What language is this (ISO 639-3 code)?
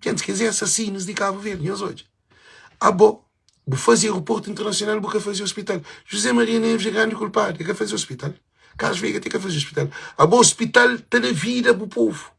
kea